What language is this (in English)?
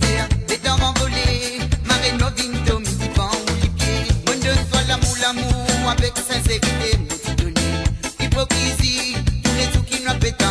Morisyen